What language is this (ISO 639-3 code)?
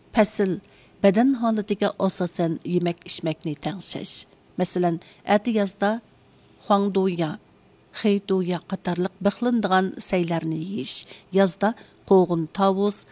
uig